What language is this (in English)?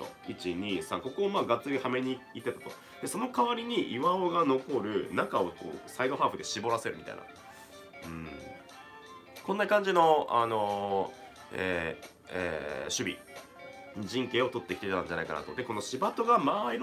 Japanese